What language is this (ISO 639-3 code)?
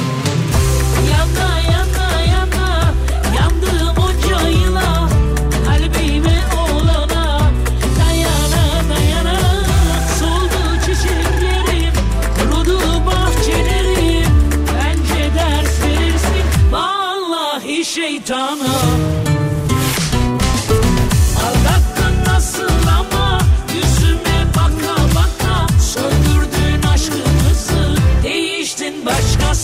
tur